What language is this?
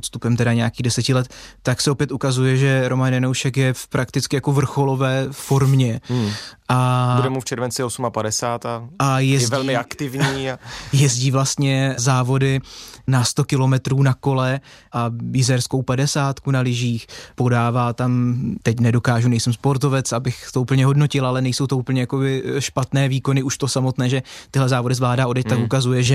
Czech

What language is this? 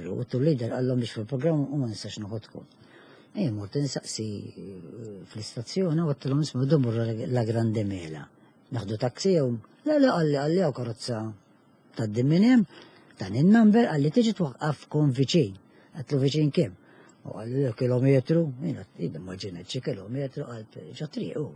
Maltese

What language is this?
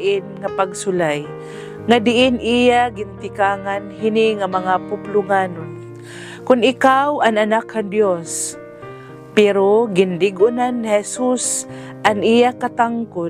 Waray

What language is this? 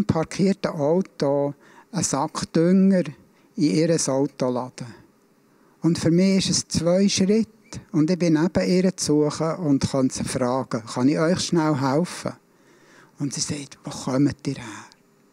Swiss German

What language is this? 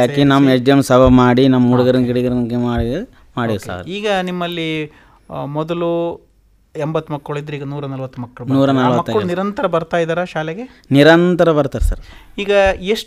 Kannada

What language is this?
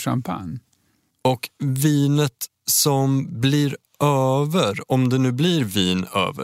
Swedish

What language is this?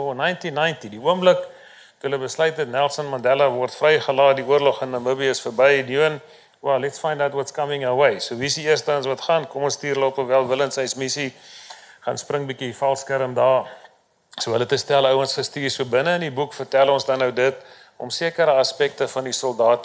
Afrikaans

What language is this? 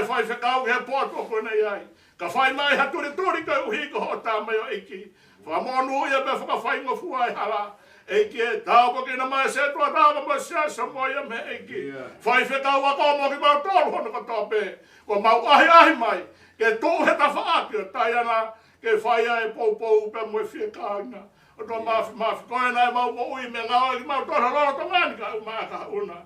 Tongan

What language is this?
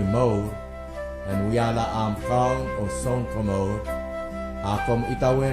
Pohnpeian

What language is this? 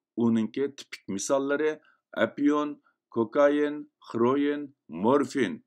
Uyghur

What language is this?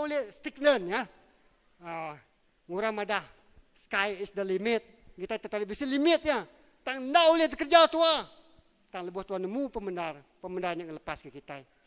Iban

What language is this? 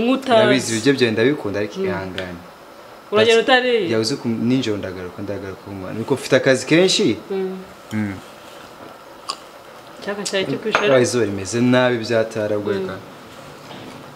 Kinyarwanda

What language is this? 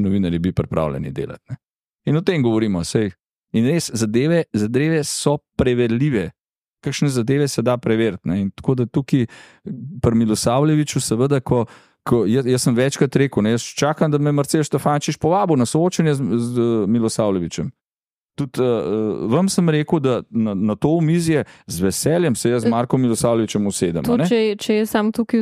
Slovenian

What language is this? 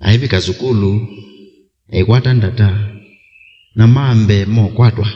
Kamba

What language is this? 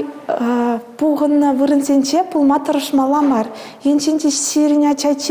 Chuvash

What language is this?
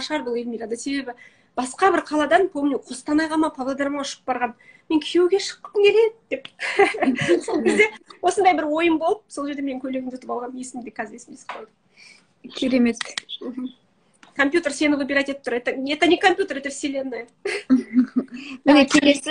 Kazakh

